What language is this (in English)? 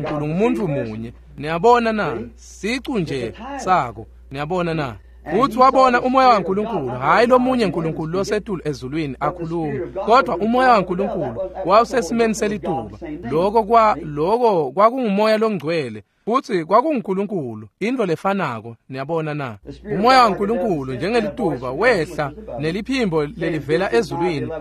Swati